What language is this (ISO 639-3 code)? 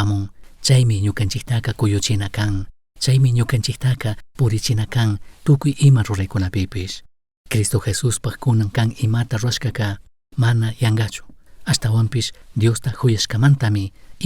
qug